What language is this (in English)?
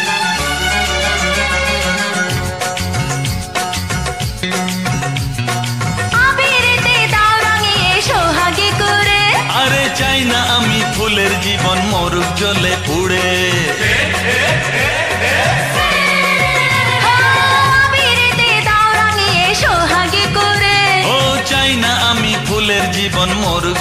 Bangla